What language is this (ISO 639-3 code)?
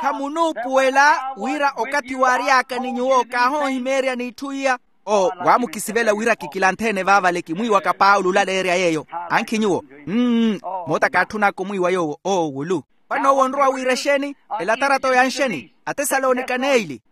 vmw